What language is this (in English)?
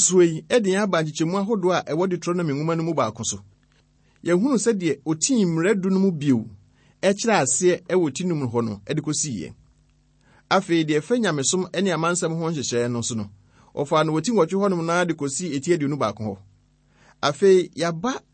Akan